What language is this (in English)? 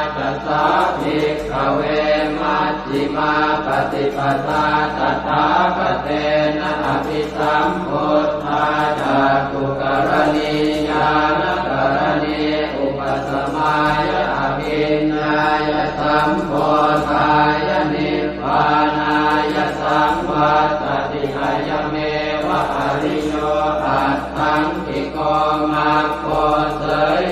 Pali